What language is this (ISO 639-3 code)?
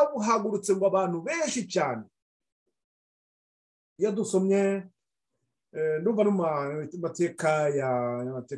kin